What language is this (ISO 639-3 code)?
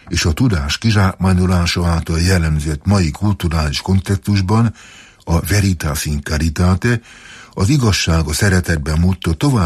hun